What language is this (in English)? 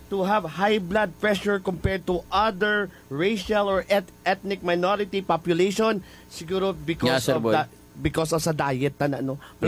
Hiligaynon